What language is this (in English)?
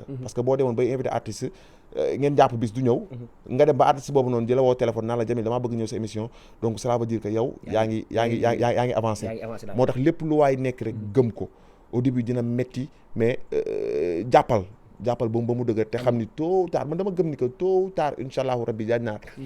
Wolof